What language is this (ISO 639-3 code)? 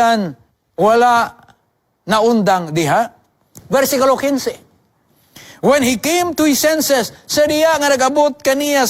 ceb